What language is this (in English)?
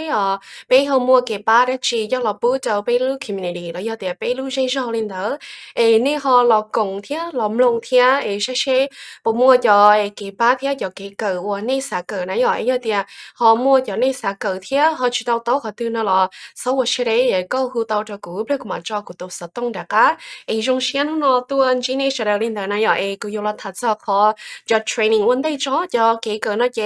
Hmong